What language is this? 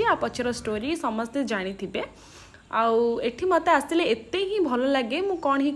Odia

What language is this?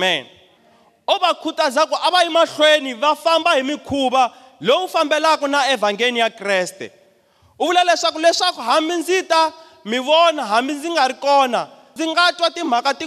Tsonga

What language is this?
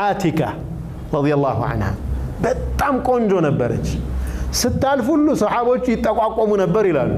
Amharic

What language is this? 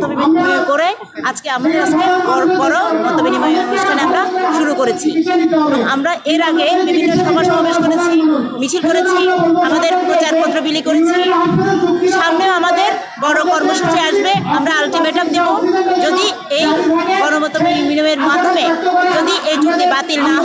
Bangla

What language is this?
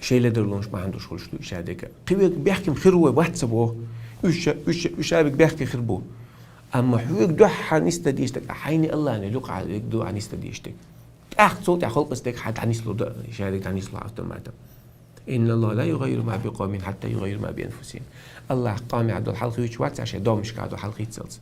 Chechen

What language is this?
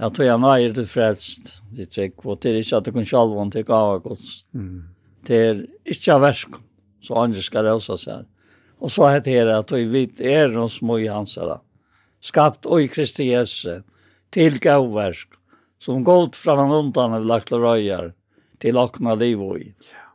Faroese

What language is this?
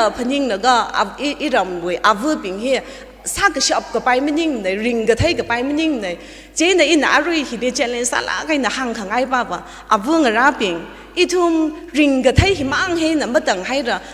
Tangkhul Naga (India)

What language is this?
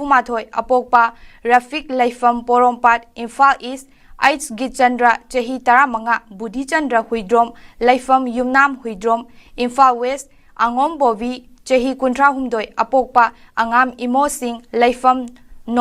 Manipuri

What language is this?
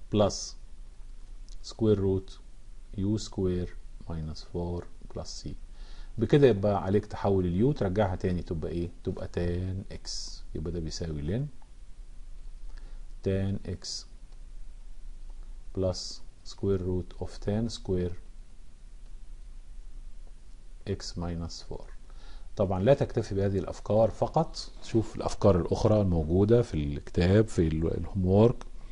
Egyptian Arabic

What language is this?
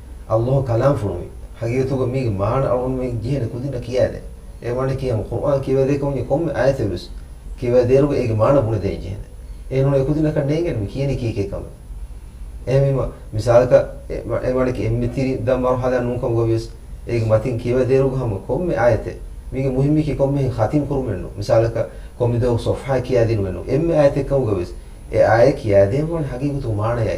Divehi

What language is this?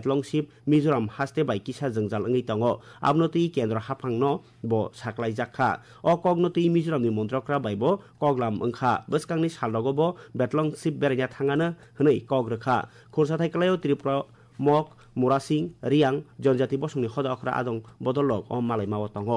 Kok Borok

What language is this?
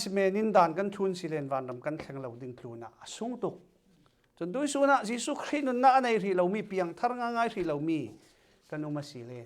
Falam Chin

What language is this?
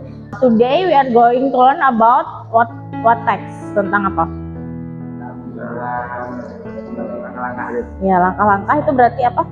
Indonesian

